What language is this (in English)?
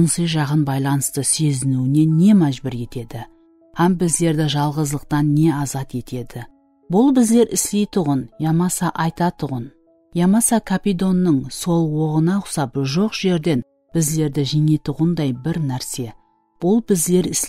Kara-Kalpak